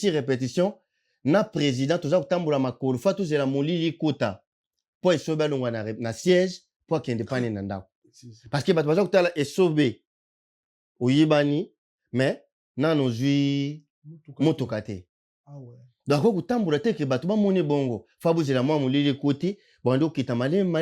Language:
Lingala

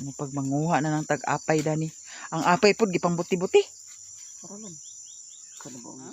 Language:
Cebuano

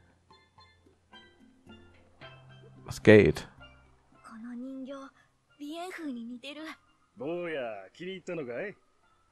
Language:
Japanese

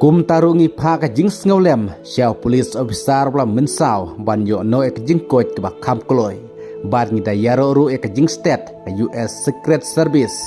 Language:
Khasi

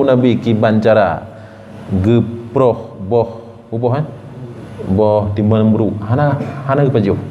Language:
Achinese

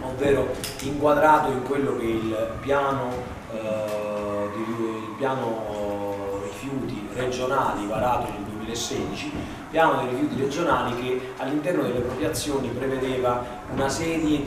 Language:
Italian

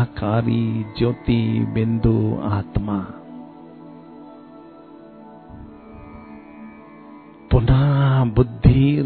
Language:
Hindi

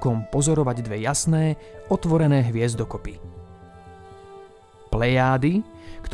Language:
Slovak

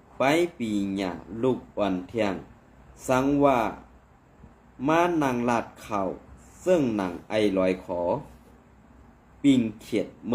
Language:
Shan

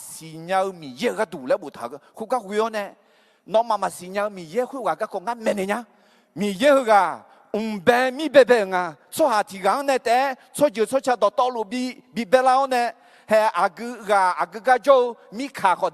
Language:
Akha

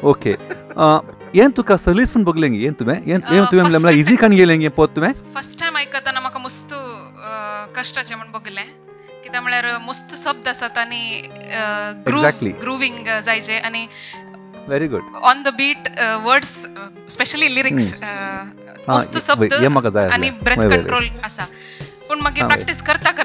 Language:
Konkani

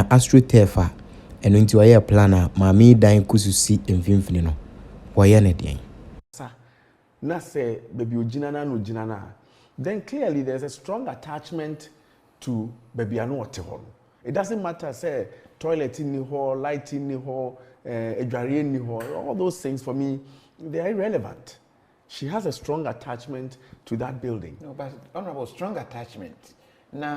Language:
Akan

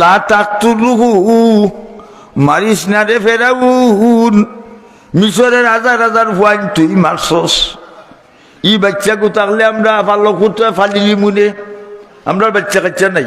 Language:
Sylheti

